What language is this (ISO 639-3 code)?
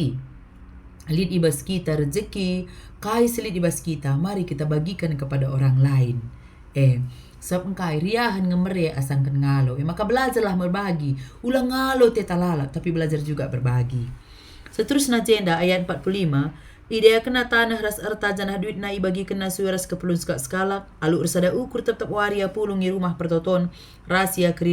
btx